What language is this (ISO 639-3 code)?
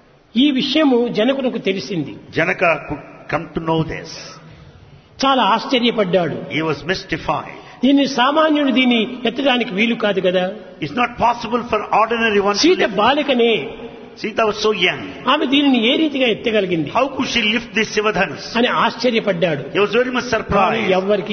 tel